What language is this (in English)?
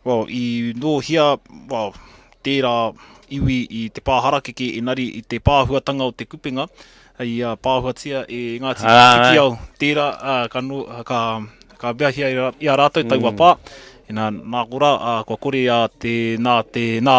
Māori